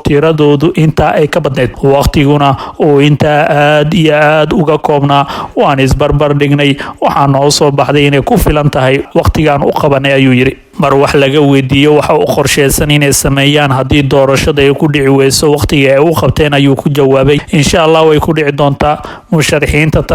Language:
Somali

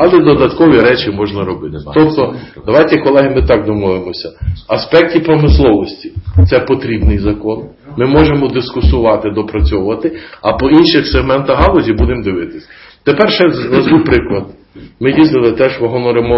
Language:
Ukrainian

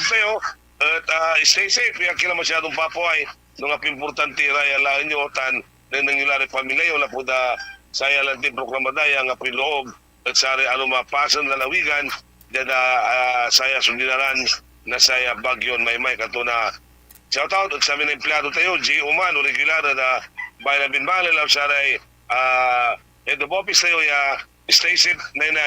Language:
Pangasinan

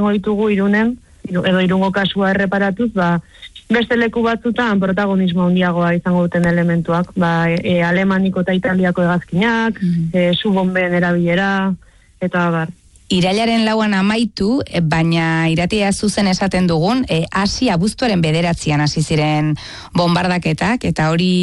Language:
Basque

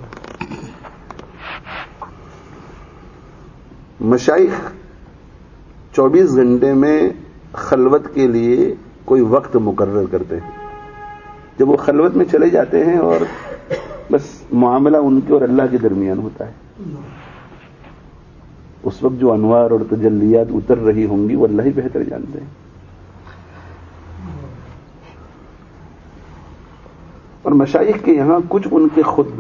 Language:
Urdu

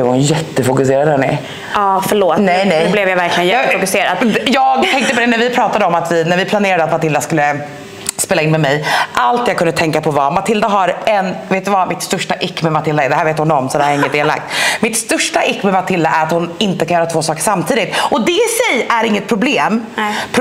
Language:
Swedish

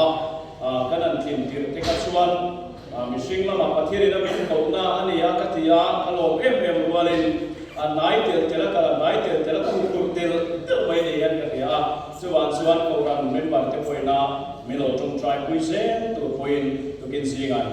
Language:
Mizo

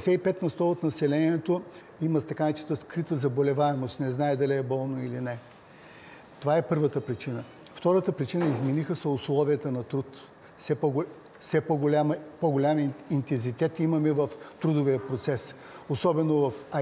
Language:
Bulgarian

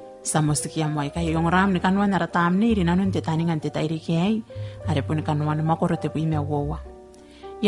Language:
Gilbertese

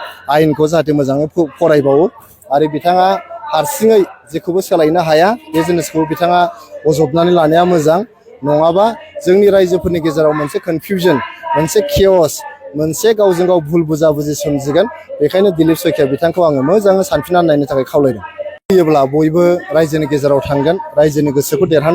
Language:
Bodo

